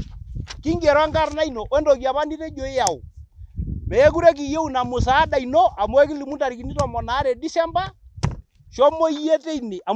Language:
Masai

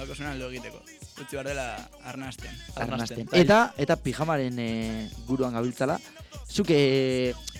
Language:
Basque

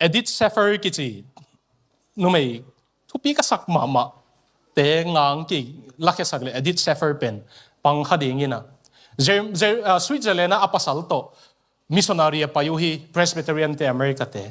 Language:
Tedim Chin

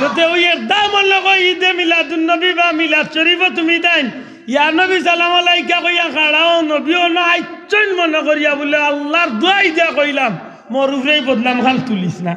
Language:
Sylheti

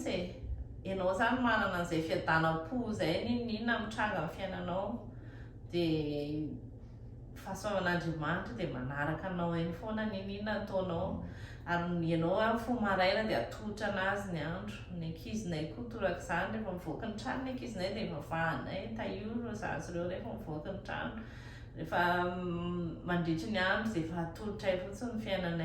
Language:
Malagasy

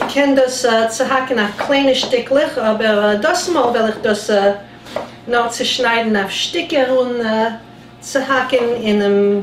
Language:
Yiddish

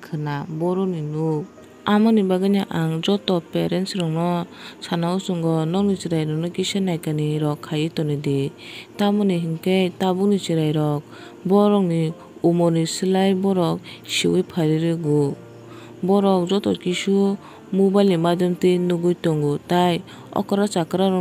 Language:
Kok Borok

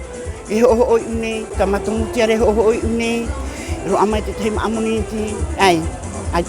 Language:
Tahitian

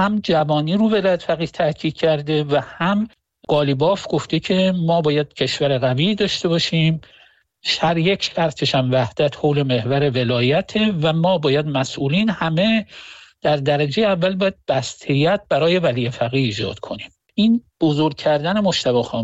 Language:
Persian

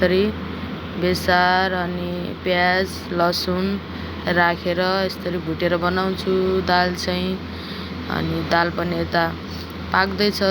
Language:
Nepali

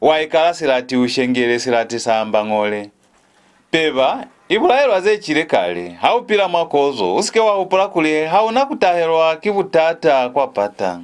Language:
Lozi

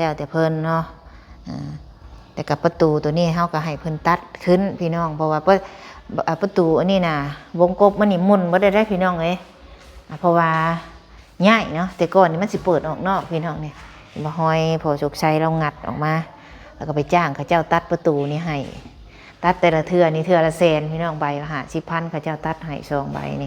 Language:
Lao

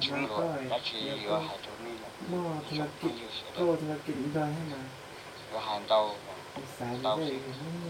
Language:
Hmong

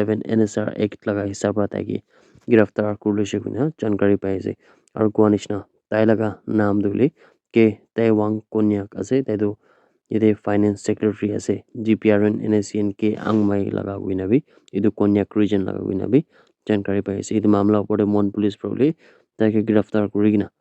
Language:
Naga Pidgin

